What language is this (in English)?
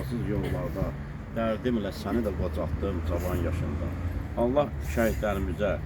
Azerbaijani